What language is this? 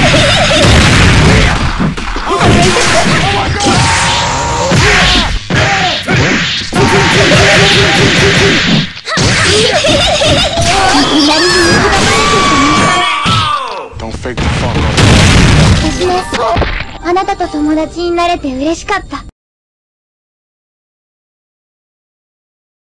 Japanese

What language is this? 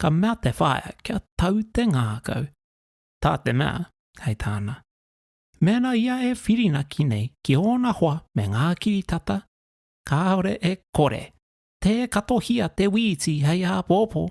Māori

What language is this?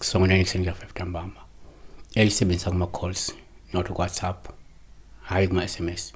Zulu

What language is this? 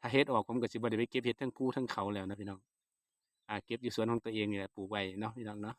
Northeastern Thai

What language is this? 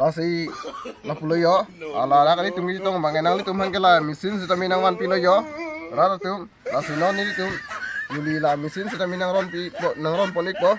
Karbi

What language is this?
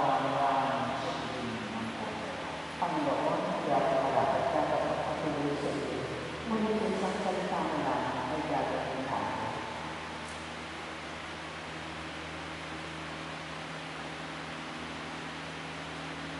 Filipino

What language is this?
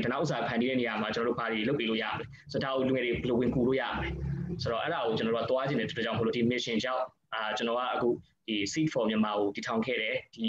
Burmese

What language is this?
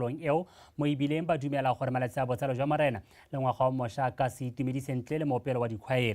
Tswana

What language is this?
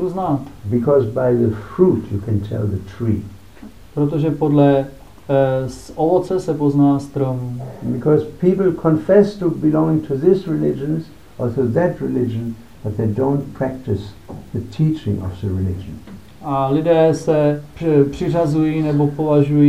Czech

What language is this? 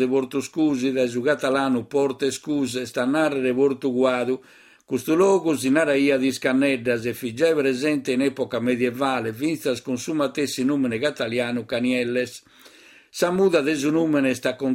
Sardinian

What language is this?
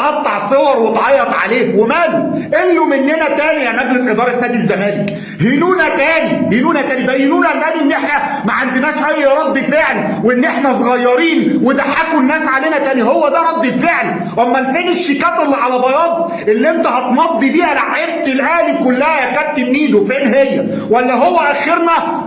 Egyptian Arabic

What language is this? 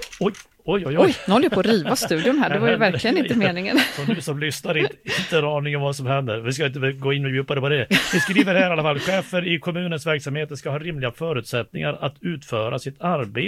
Swedish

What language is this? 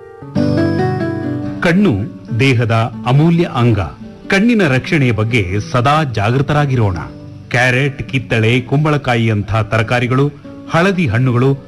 Kannada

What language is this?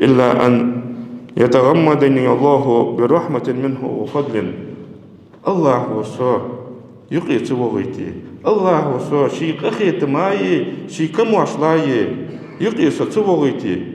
Ingush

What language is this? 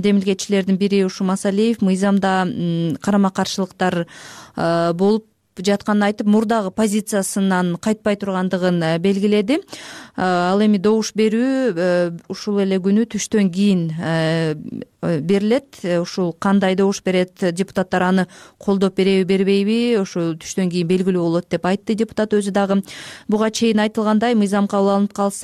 Kyrgyz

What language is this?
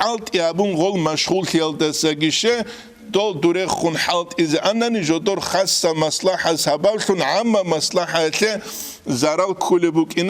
Avaric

